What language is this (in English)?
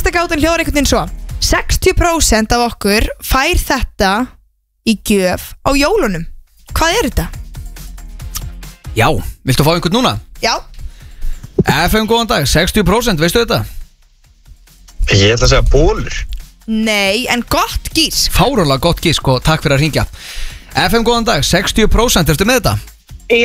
Icelandic